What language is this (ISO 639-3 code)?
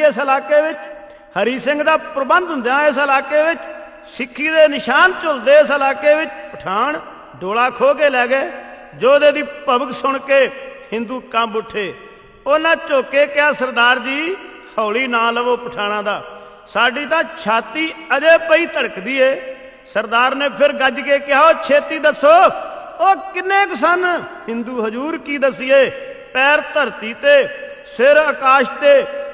pan